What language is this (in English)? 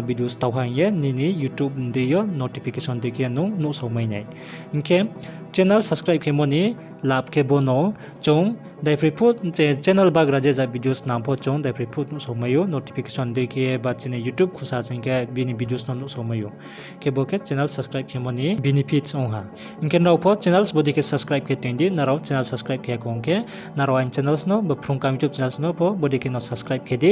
Riang (India)